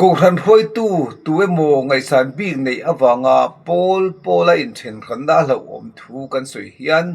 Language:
Mizo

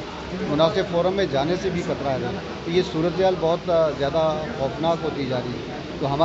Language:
Urdu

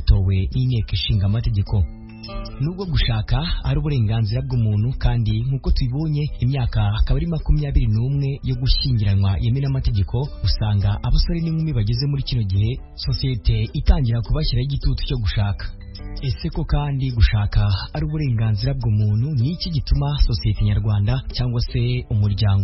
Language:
Kinyarwanda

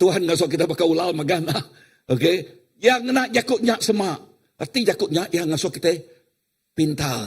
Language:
Iban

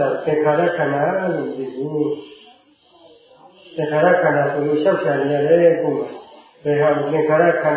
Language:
Burmese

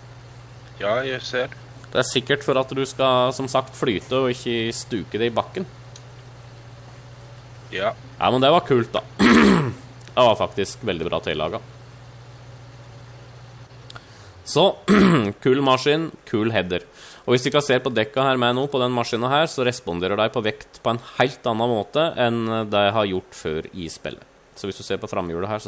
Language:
Norwegian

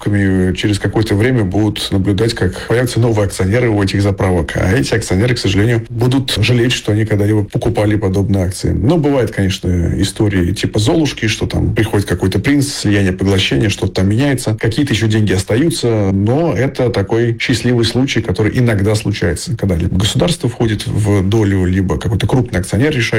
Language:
Russian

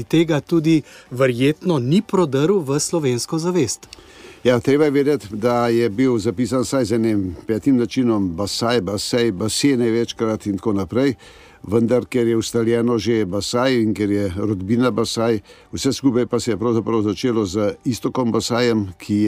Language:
Slovenian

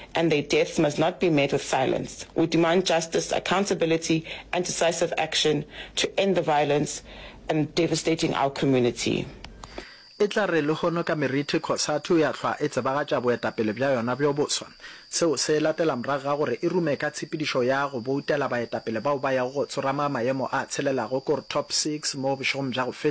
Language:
Northern Sotho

